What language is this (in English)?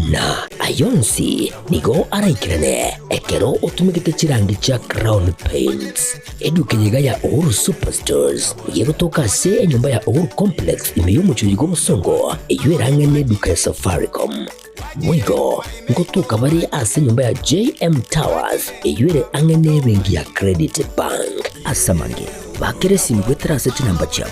Gusii